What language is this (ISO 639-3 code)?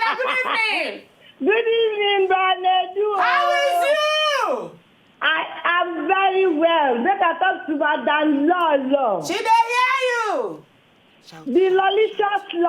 pcm